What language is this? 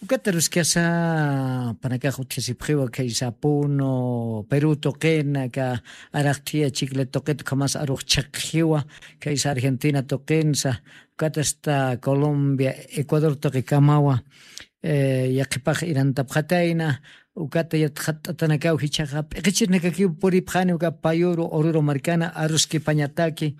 Aymara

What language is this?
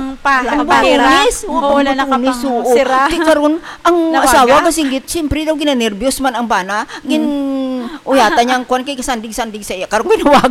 Hiligaynon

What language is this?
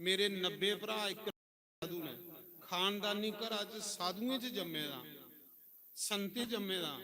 Dogri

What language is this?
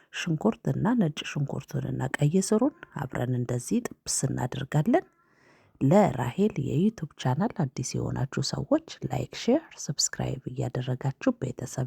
Amharic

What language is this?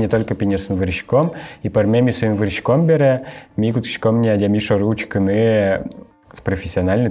Udmurt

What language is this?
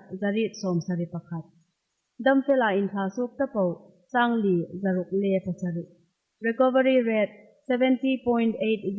Hmar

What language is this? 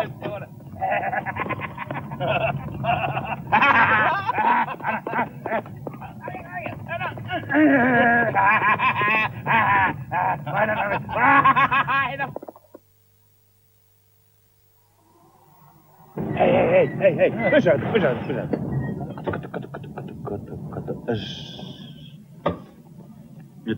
Finnish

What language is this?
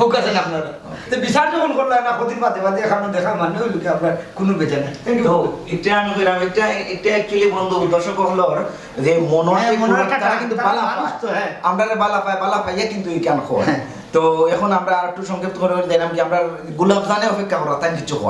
Sylheti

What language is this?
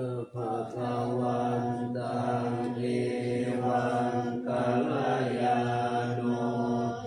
Pali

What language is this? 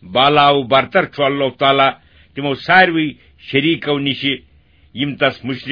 Kashmiri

